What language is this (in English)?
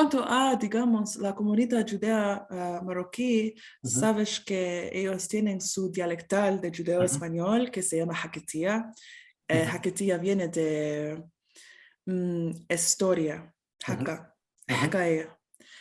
Ladino